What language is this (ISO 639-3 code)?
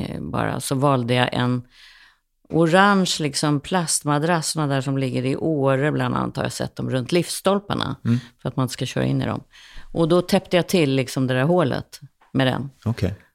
swe